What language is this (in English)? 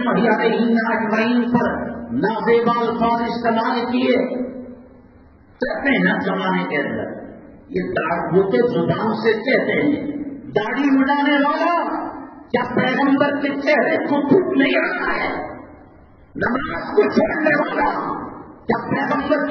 Urdu